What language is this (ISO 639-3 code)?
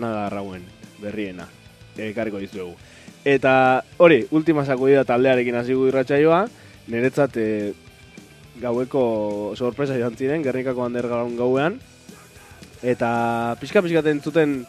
eus